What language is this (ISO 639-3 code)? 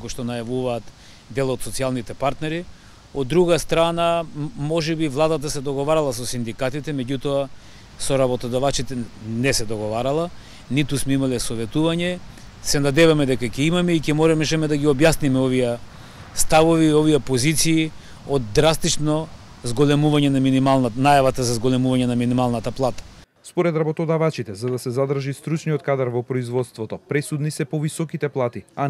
mkd